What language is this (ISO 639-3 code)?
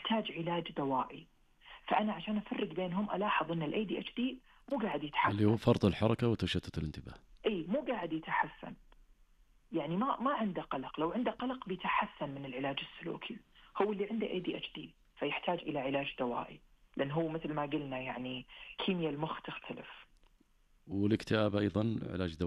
ars